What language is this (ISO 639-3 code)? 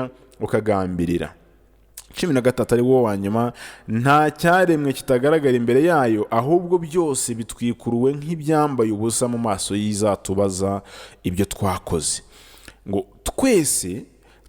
kin